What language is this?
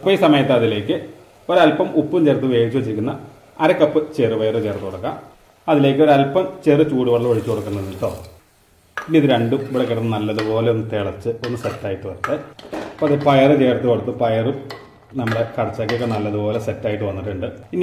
Malayalam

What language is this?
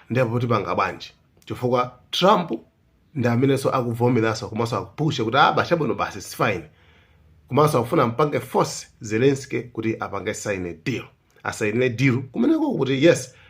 Nyanja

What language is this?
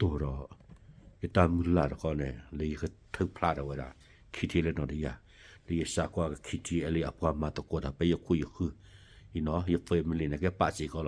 S'gaw Karen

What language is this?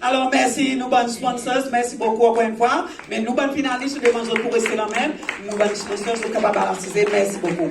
Seselwa Creole French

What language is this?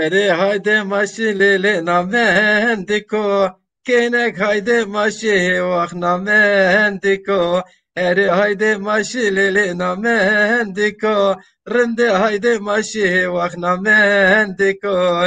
Zaza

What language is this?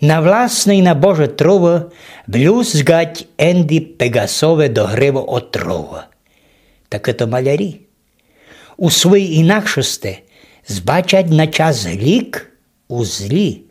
Rusyn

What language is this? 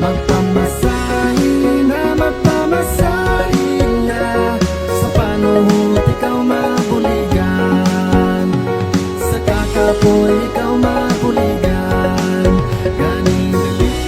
Hiligaynon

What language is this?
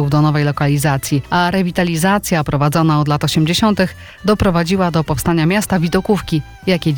Polish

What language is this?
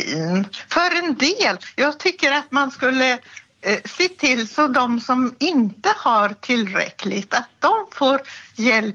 Swedish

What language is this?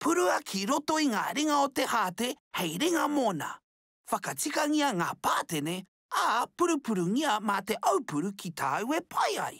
Māori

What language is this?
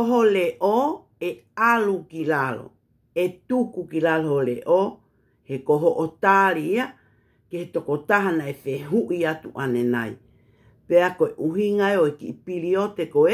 Tongan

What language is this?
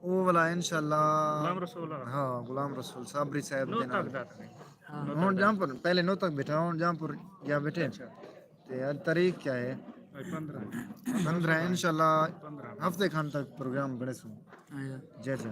Saraiki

